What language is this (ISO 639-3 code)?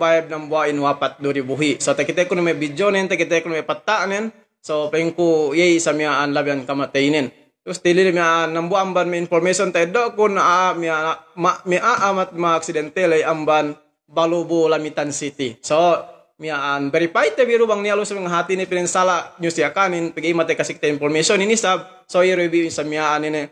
yka